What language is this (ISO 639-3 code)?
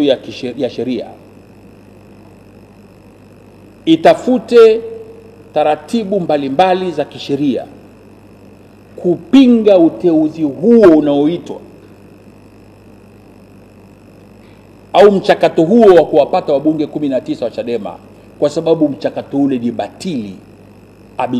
swa